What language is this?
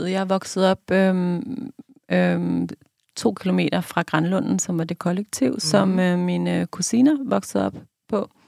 Danish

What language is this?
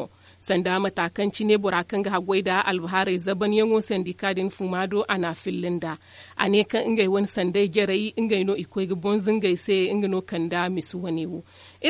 Zarma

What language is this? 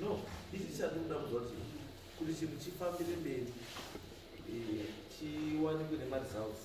Shona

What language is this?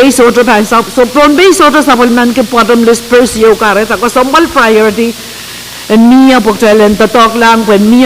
Pohnpeian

